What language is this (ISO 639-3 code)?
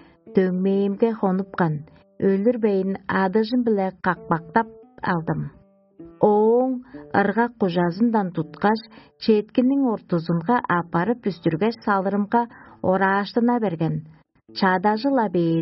tyv